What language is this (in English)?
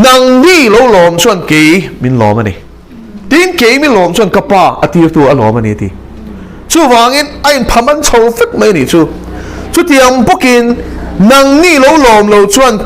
Mizo